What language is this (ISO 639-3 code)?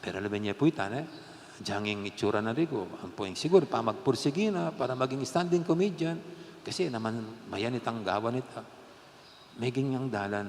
pam